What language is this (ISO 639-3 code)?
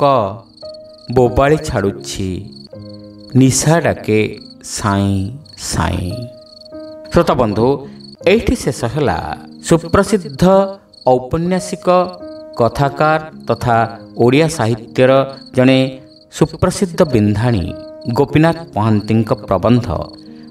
ori